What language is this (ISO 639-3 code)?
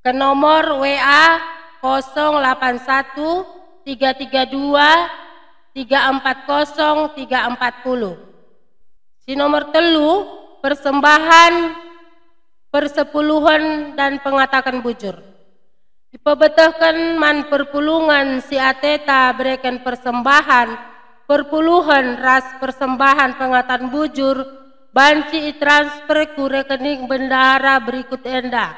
btx